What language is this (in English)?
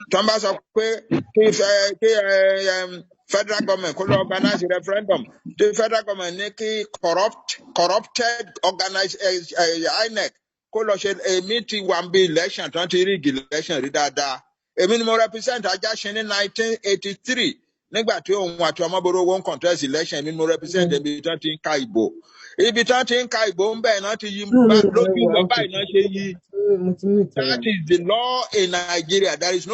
Yoruba